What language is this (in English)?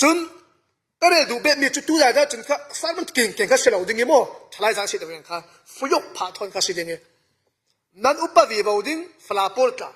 Falam Chin